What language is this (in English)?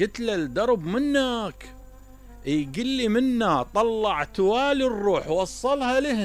Mesopotamian Arabic